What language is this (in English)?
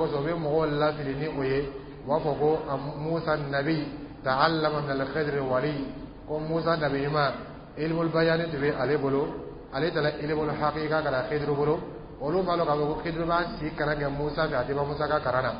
Dyula